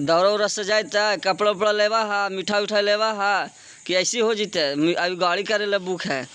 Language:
Magahi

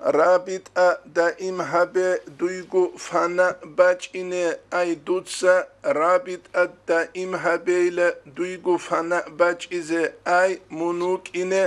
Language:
Avaric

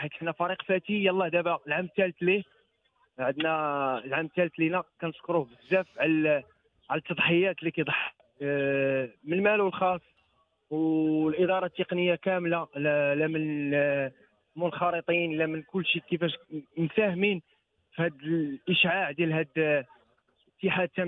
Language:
Moroccan Arabic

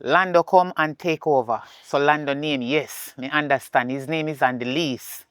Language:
Jamaican Creole English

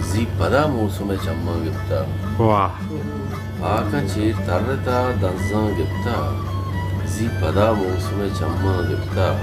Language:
Baluchi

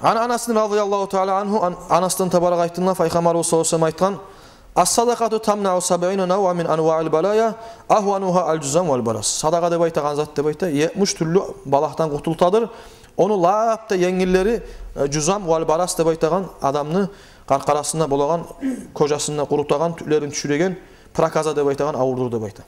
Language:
Kumyk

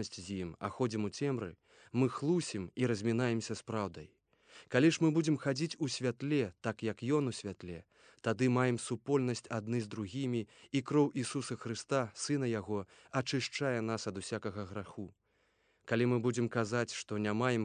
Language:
Belarusian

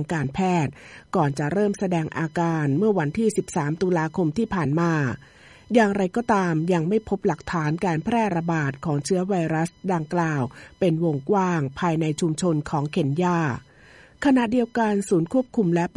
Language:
Thai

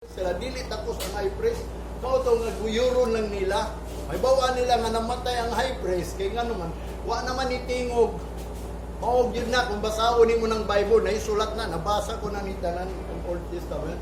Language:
Cebuano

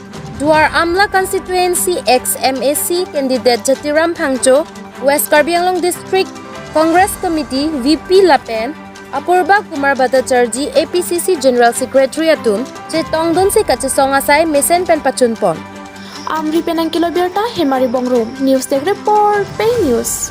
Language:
Karbi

